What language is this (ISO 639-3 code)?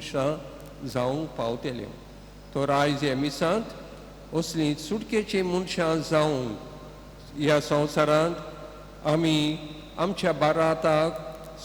kok